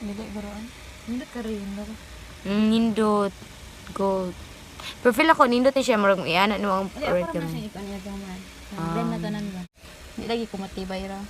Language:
Cebuano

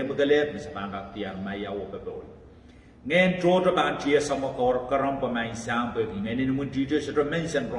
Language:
Pohnpeian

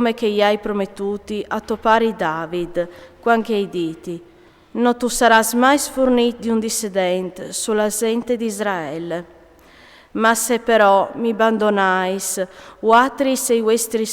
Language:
Friulian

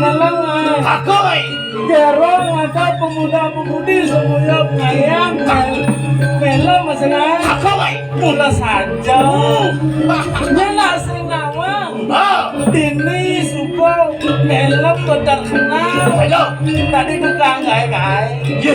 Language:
Balinese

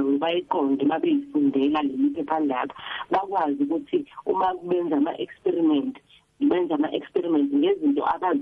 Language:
South Ndebele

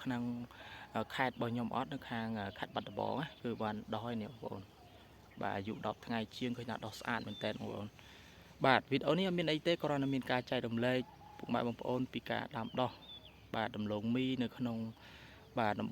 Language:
Khmer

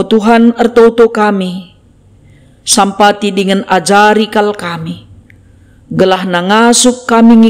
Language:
Batak Karo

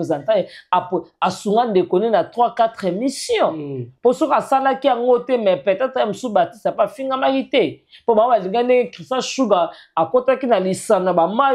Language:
Lingala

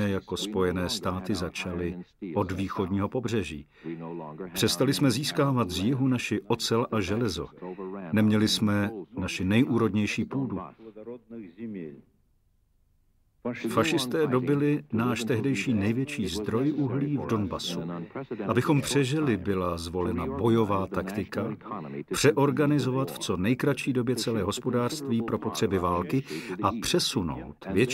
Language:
Czech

